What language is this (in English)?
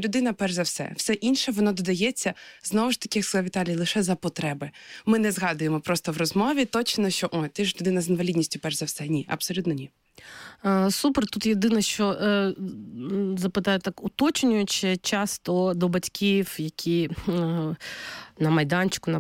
Ukrainian